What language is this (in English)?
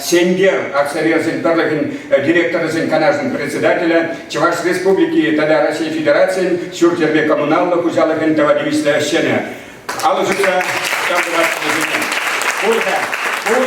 Chuvash